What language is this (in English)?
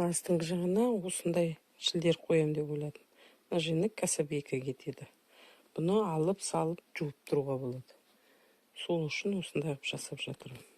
Kazakh